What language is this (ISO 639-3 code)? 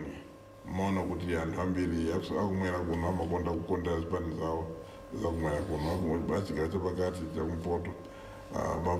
nya